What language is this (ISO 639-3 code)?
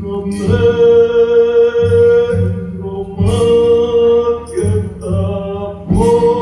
grn